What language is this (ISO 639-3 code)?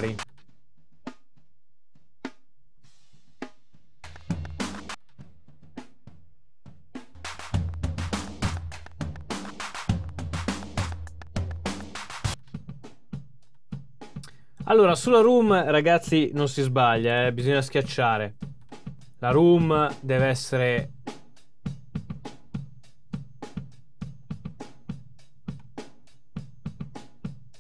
ita